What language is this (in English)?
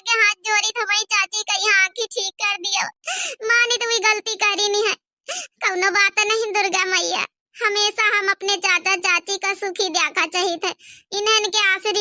Awadhi